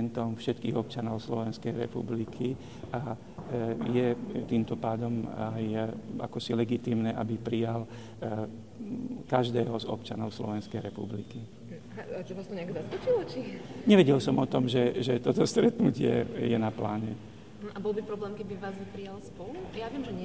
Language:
Slovak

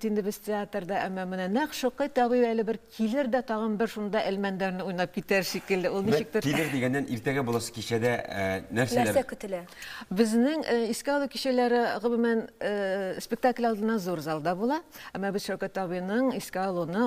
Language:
Tatar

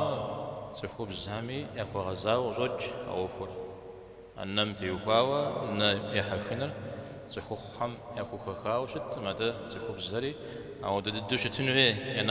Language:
Kabardian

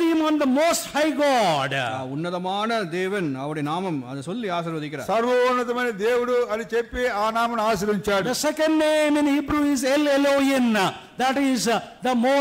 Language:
Tamil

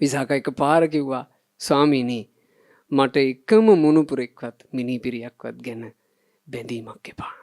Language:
Sinhala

